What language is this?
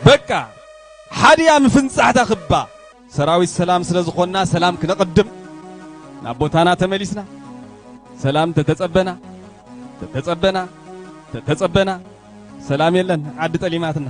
Tigrinya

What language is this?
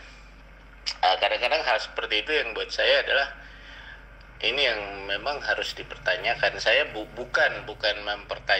Indonesian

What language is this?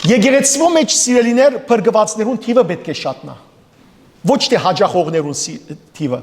Western Armenian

